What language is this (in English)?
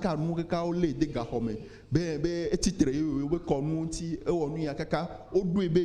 Ewe